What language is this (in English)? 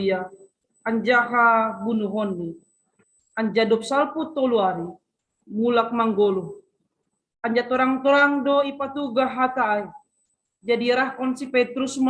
Batak Simalungun